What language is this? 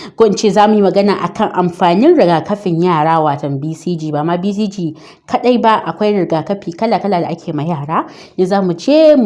Hausa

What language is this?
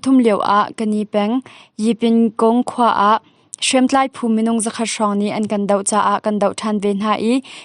Hakha Chin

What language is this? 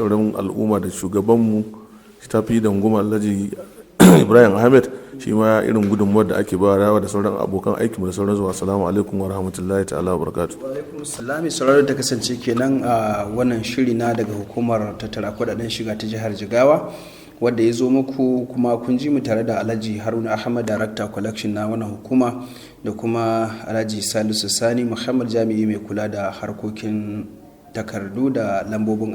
Hausa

